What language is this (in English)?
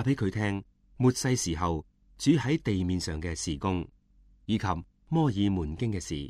Cantonese